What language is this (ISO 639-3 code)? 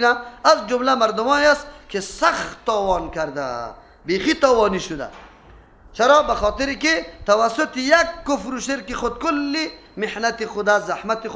fas